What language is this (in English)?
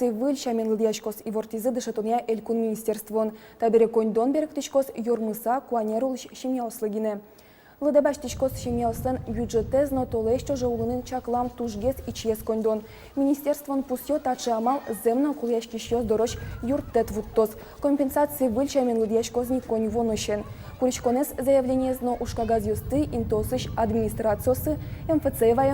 Udmurt